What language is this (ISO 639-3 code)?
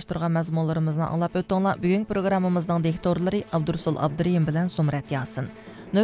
uig